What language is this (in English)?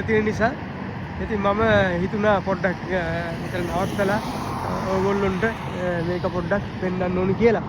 Sinhala